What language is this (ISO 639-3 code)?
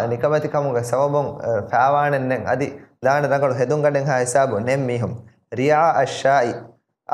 div